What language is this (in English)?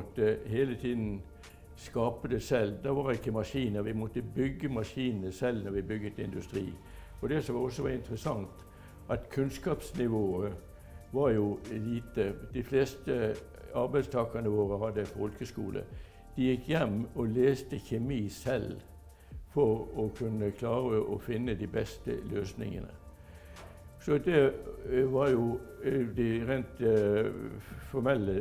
Norwegian